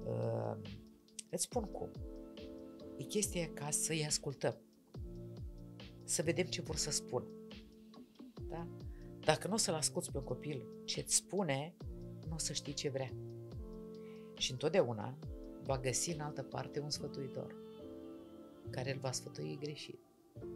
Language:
Romanian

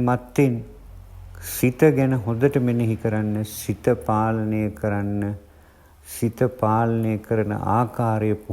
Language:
Sinhala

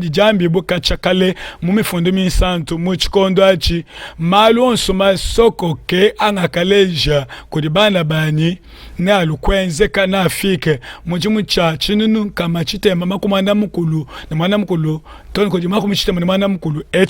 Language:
Luba-Lulua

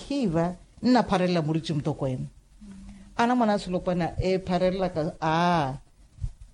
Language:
Makhuwa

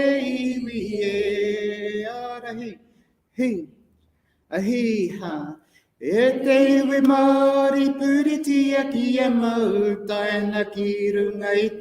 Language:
Māori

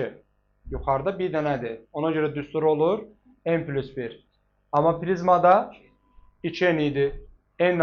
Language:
Azerbaijani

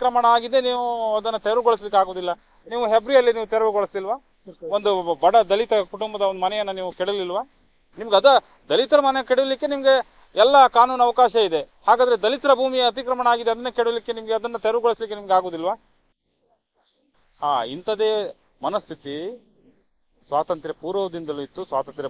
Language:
Kannada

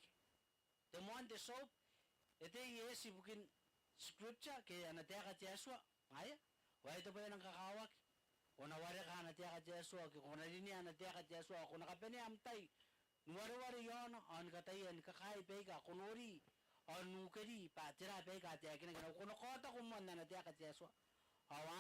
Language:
Gilbertese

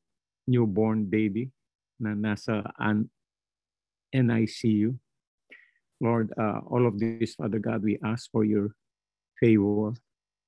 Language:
Filipino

